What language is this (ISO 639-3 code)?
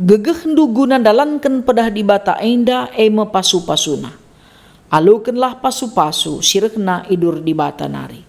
btx